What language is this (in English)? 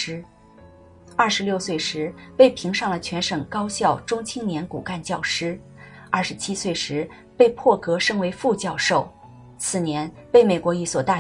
Chinese